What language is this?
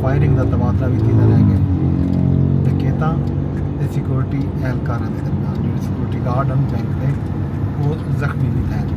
Saraiki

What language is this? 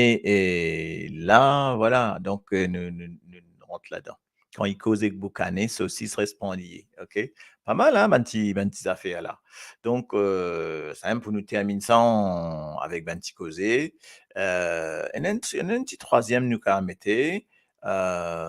Morisyen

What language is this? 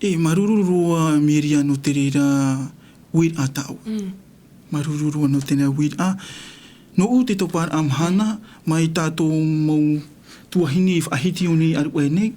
Tahitian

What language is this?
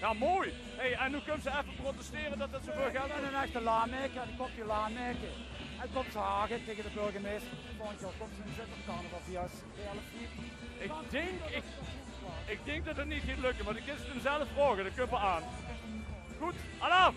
Limburgish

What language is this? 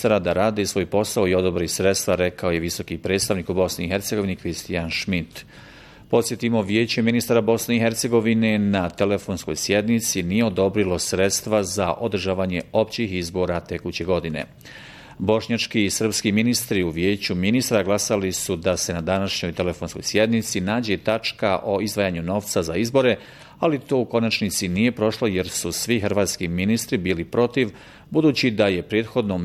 Bosnian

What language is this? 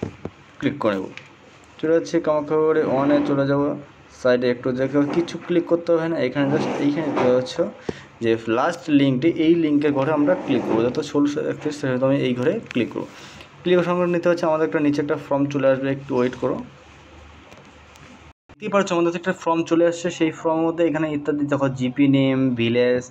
Bangla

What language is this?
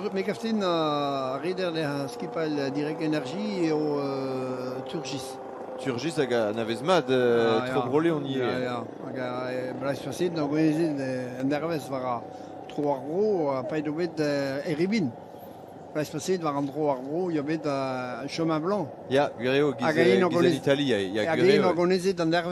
Breton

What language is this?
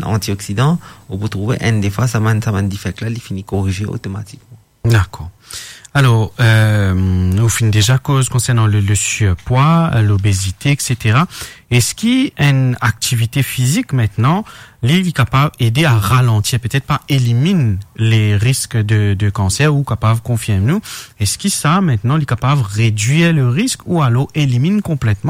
Morisyen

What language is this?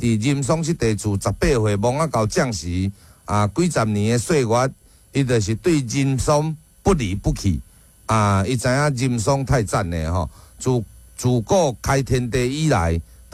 Min Nan Chinese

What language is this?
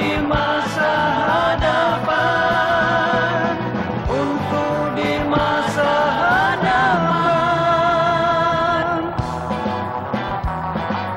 Malay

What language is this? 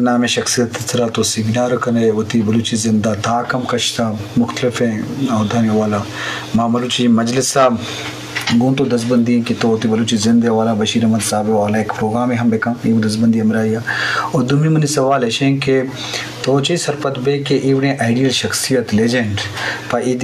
Eastern Balochi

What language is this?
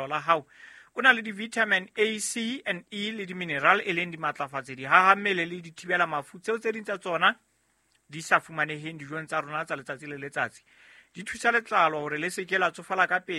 Southern Sotho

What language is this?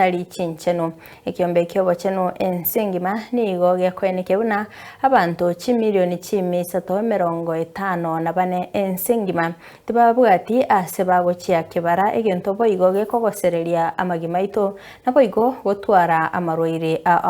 Gusii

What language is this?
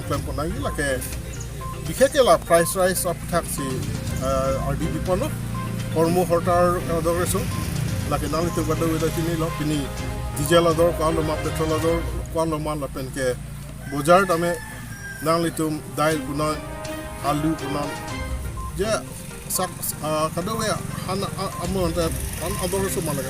Karbi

